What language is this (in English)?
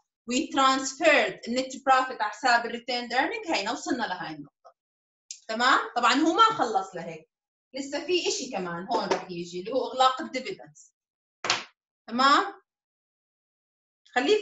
South Levantine Arabic